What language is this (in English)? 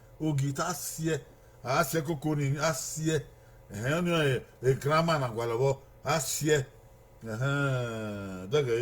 Bini